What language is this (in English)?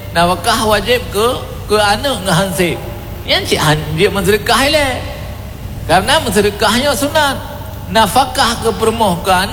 Achinese